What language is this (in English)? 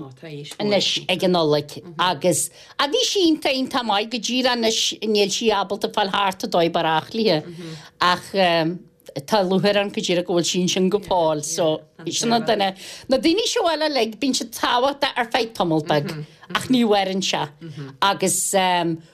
Irish